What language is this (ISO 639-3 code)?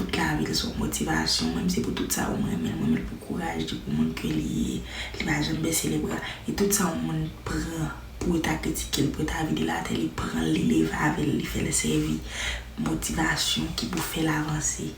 hat